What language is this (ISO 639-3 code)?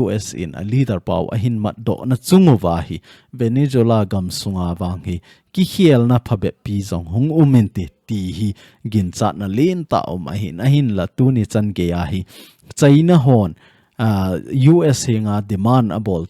tcz